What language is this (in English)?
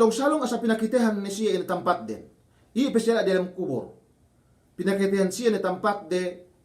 Yakan